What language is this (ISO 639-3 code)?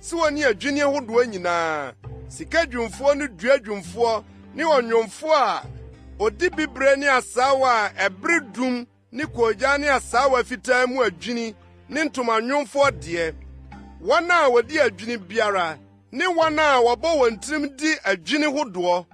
aka